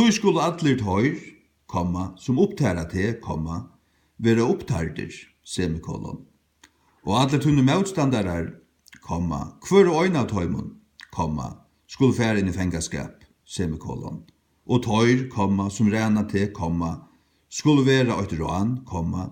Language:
Faroese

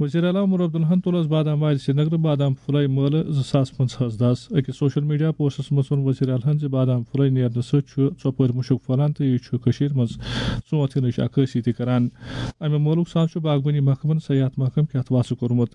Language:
Kashmiri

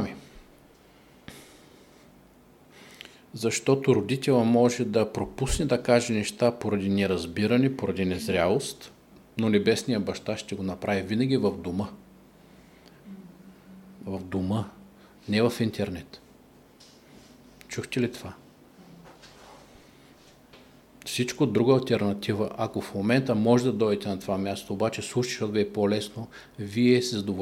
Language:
Bulgarian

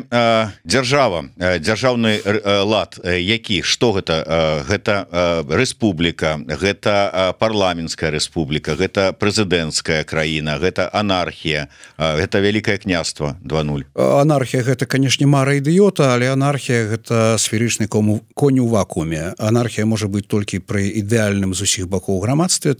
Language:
Belarusian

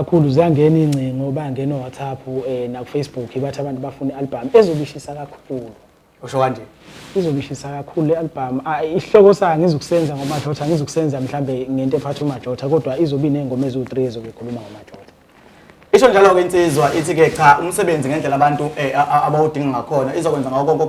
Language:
Zulu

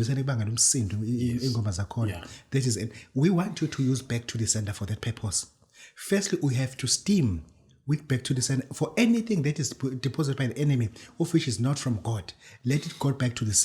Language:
Zulu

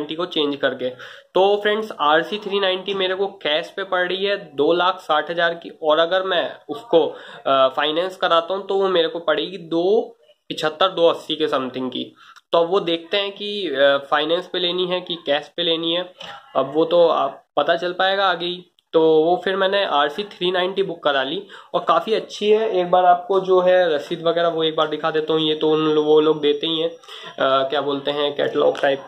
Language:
Hindi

